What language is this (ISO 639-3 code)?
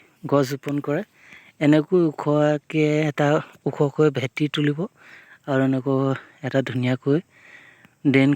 asm